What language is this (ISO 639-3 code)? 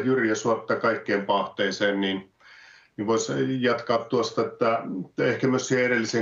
fin